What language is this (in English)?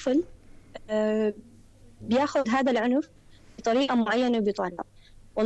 North Levantine Arabic